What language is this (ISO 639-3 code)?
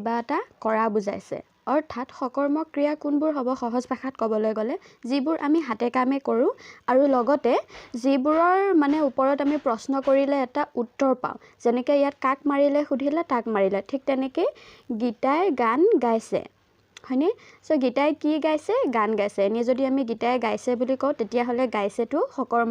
asm